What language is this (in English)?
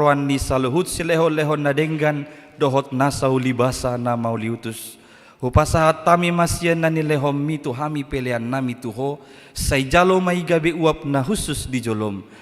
Batak Toba